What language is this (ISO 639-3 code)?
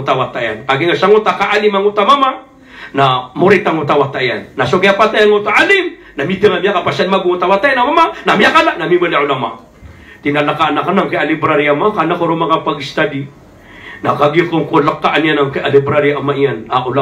mrw